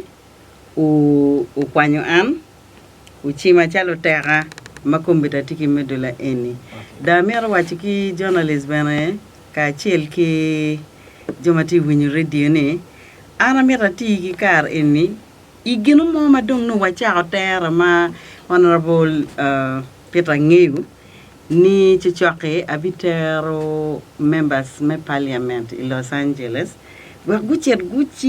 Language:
Acoli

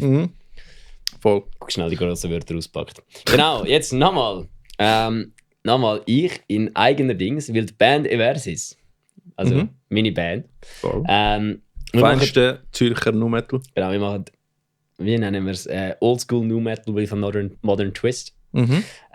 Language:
Swiss German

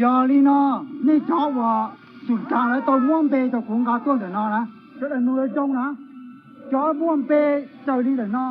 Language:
Hmong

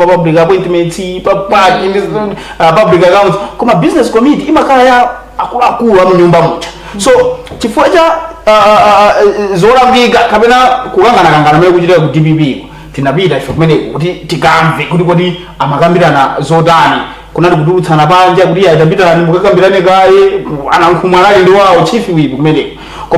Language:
Nyanja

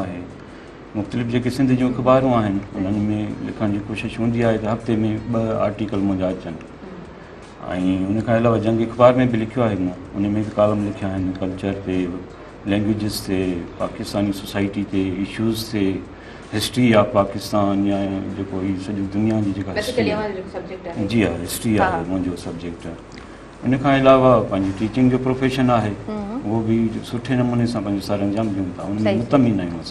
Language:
Sindhi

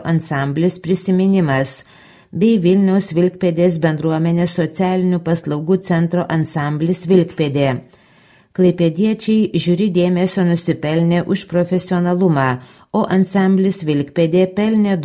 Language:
Lithuanian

